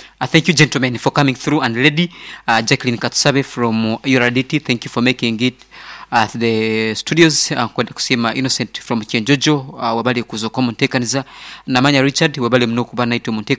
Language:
Nyoro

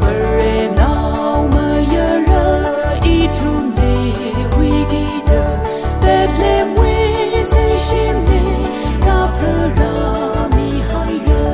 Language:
Tangkhul Naga (India)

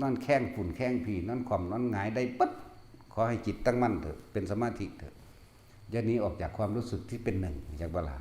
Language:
Northeastern Thai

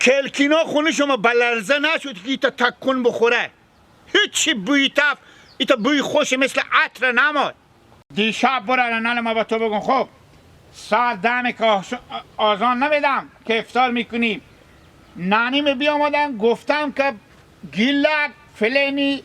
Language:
Hazaragi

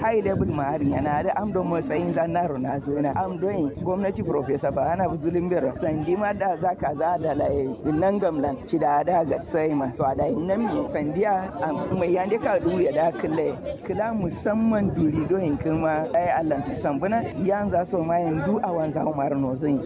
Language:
Kanuri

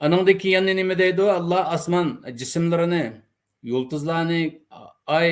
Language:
Uyghur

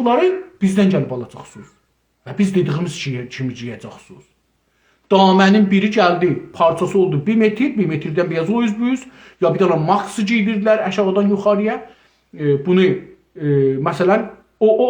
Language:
South Azerbaijani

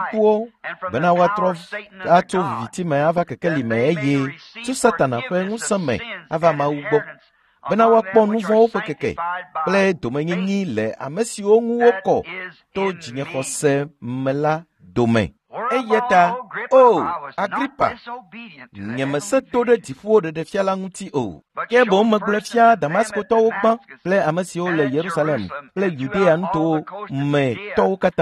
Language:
Ewe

